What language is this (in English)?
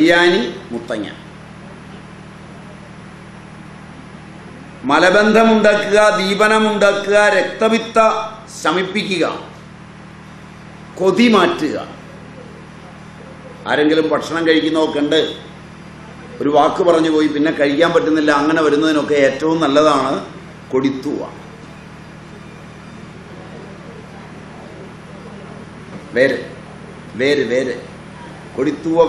Malayalam